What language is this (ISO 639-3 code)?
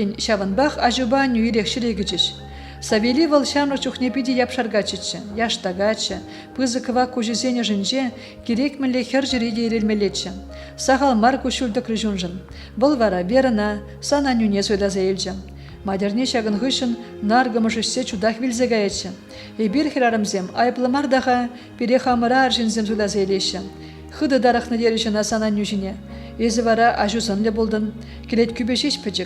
chv